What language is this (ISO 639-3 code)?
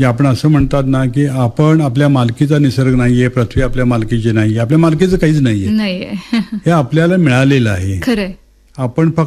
mar